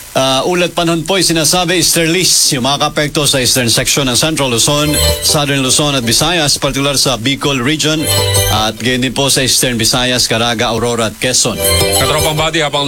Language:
Filipino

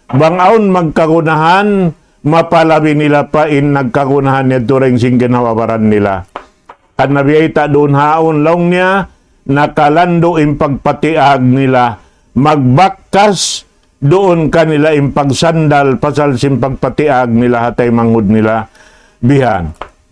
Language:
Tausug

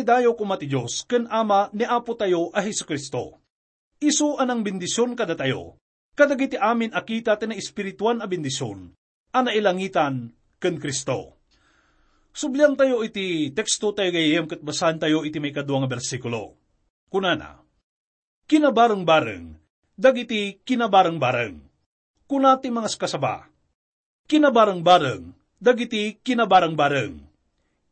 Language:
Iloko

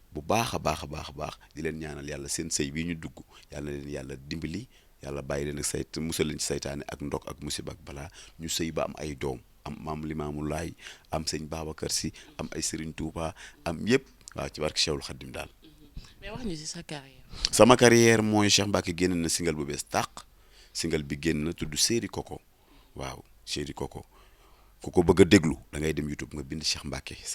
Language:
Wolof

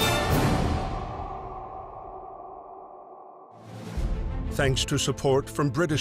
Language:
English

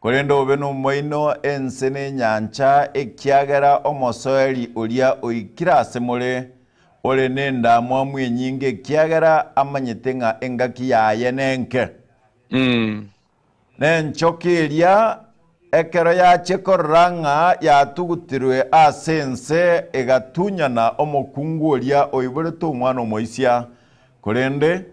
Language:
Gusii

